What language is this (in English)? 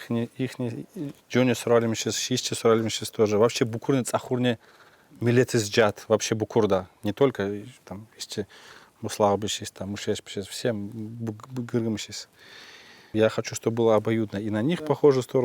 Tsakhur